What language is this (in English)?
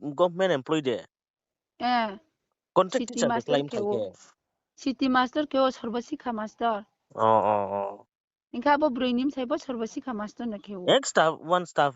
Riang (India)